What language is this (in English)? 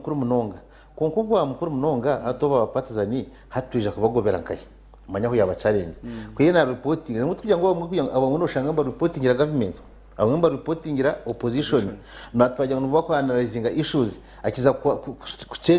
Nyankole